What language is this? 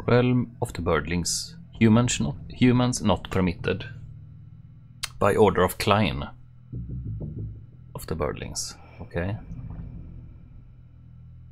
Swedish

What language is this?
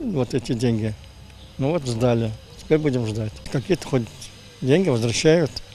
Crimean Tatar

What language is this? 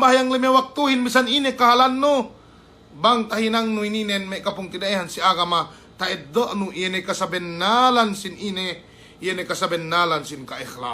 Yakan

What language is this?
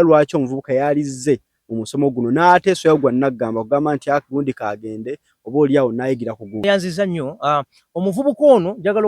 Ganda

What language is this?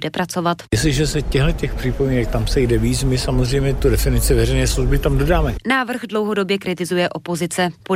Czech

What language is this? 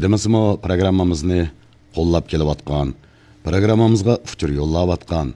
Uyghur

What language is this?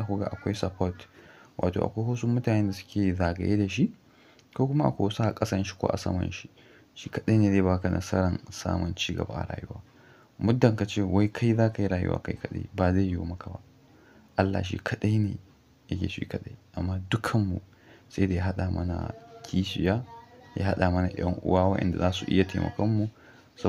Hausa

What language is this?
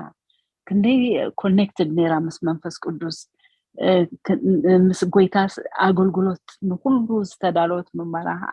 Tigrinya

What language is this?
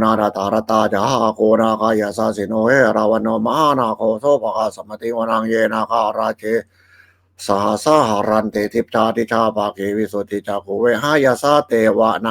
Pali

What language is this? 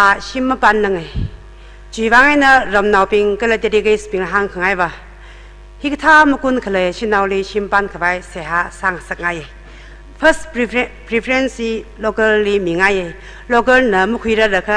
Tangkhul Naga (India)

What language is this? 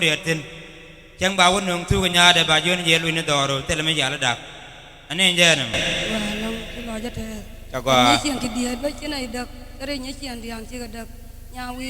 Nuer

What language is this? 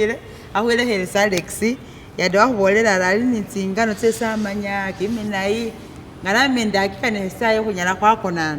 Masaaba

